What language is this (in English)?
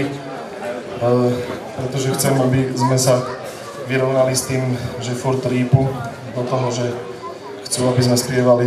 Slovak